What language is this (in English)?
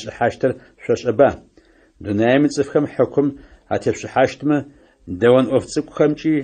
Adyghe